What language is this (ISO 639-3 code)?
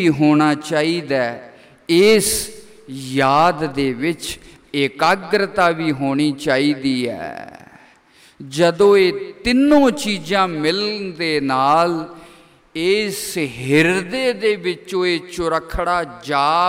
pan